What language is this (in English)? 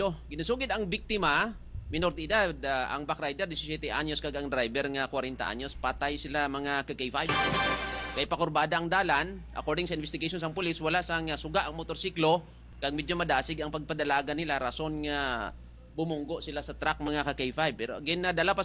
Hiligaynon